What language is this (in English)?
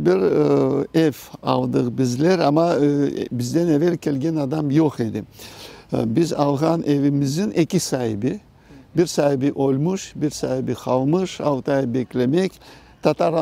Crimean Tatar